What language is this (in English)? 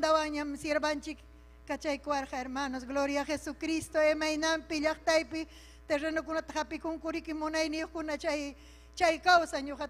Ayacucho Quechua